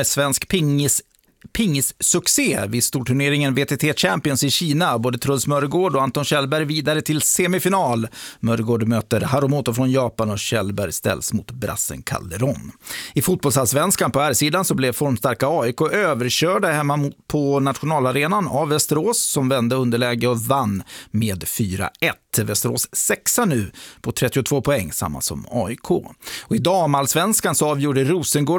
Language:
Swedish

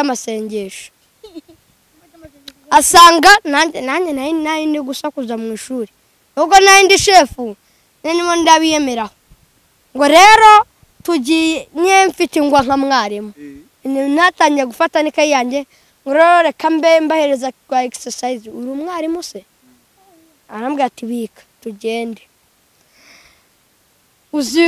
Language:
Kinyarwanda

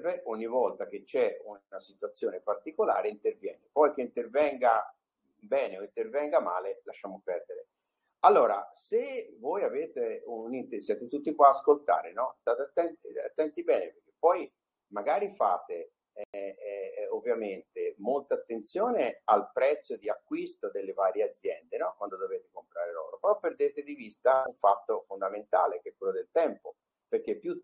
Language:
Italian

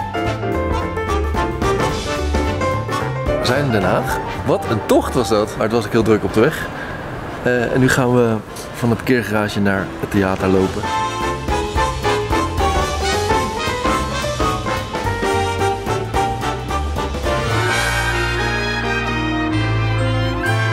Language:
Dutch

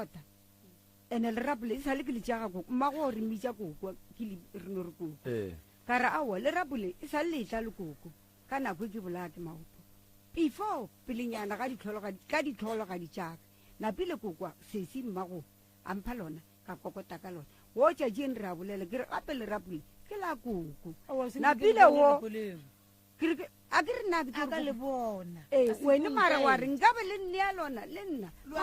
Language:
Northern Sotho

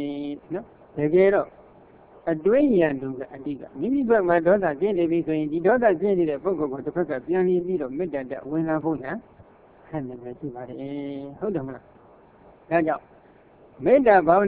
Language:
Burmese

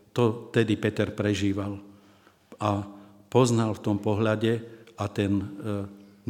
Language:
Slovak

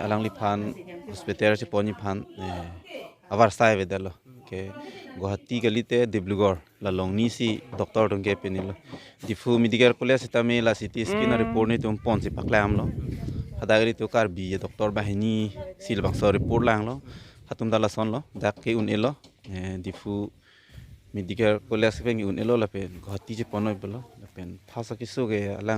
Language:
Karbi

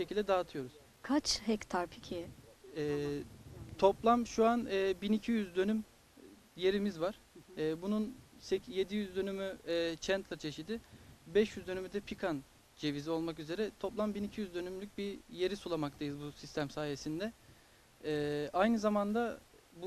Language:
Turkish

